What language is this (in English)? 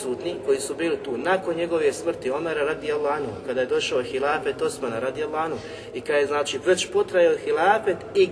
Bosnian